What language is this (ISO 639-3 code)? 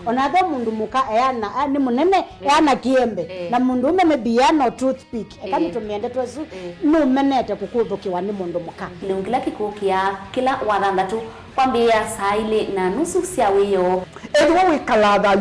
kam